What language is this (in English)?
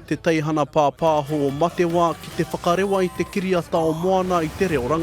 Māori